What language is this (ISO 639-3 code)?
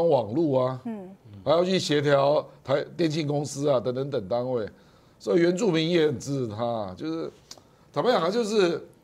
zho